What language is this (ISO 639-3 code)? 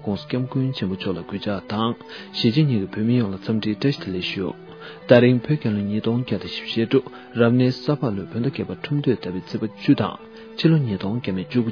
bod